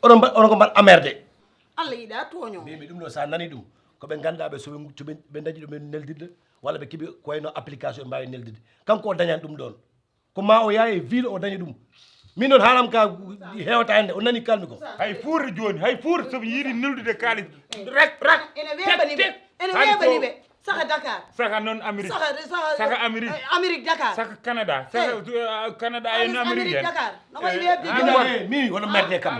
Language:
Fula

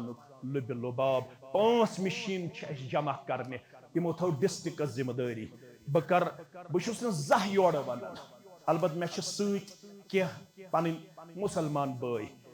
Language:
Kashmiri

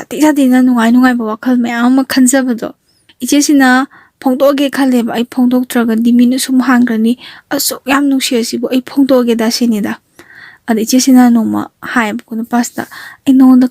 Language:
Manipuri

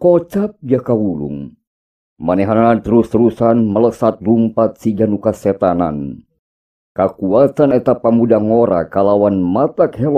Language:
Sundanese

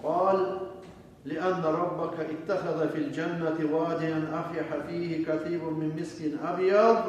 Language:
Kumyk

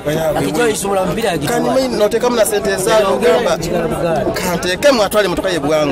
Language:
Nyankole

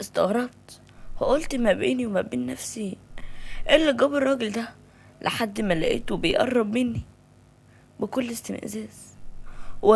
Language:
Egyptian Arabic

